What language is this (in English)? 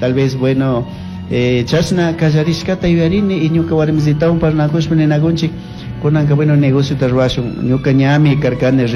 Chimborazo Highland Quichua